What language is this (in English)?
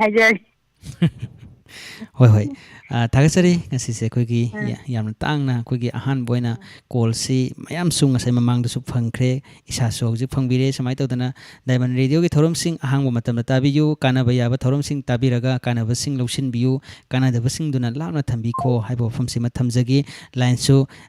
Manipuri